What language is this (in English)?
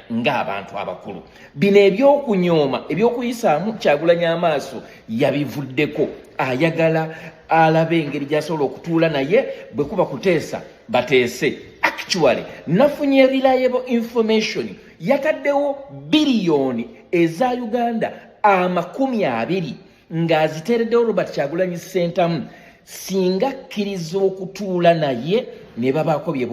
Ganda